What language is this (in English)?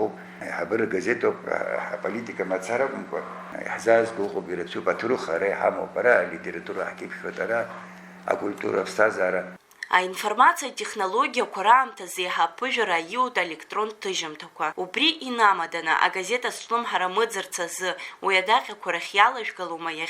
Abkhazian